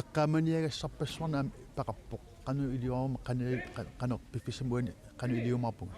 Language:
Kalaallisut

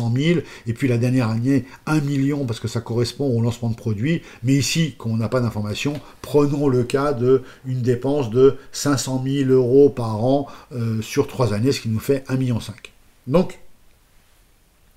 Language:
French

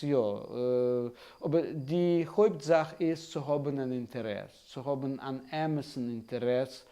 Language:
Yiddish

